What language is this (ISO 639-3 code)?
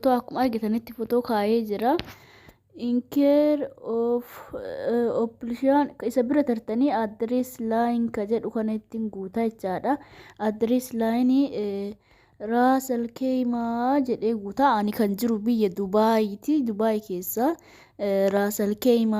orm